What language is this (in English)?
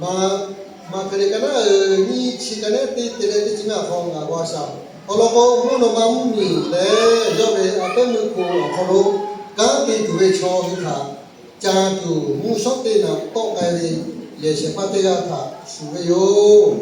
Lahu